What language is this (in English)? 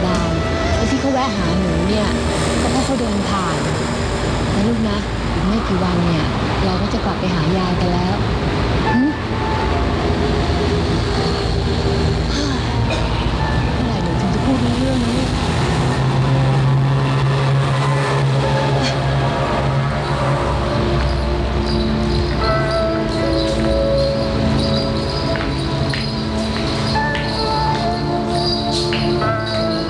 Thai